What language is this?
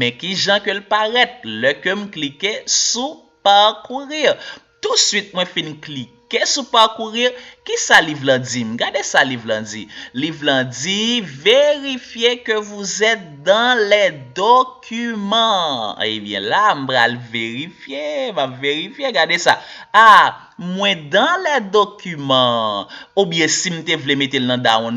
Haitian Creole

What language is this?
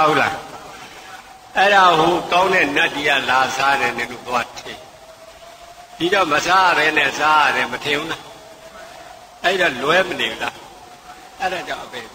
Burmese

